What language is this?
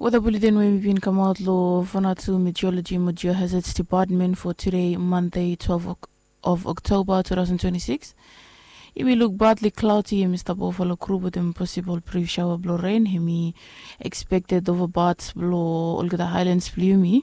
Bislama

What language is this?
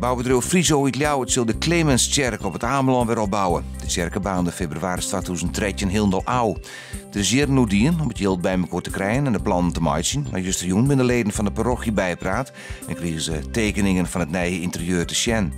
Western Frisian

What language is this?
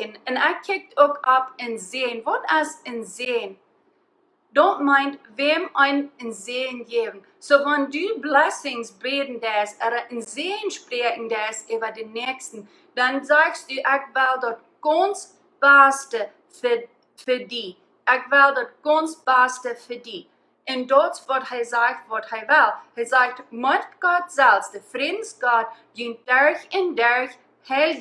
Plautdietsch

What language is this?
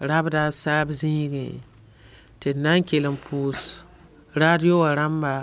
Mossi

